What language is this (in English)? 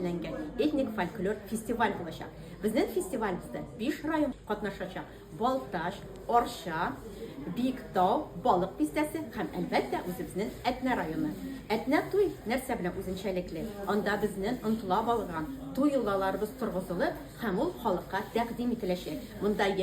Tatar